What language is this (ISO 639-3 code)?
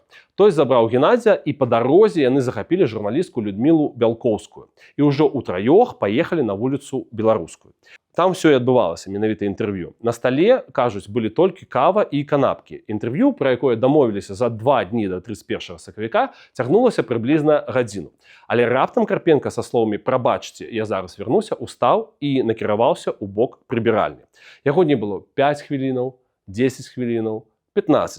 bel